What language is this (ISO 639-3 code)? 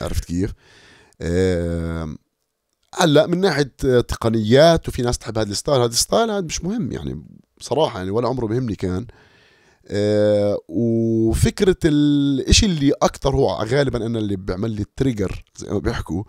apc